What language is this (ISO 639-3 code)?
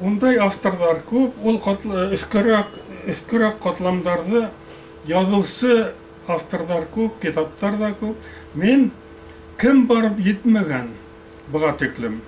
bak